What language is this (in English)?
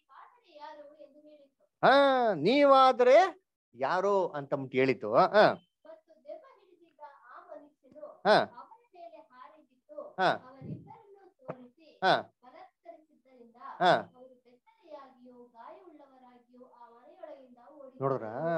Kannada